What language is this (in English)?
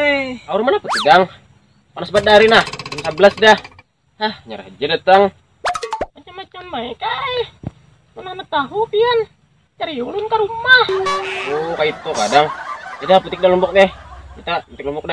Banjar